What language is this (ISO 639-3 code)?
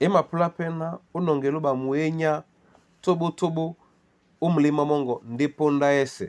dua